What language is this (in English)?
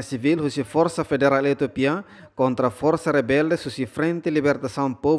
Tetum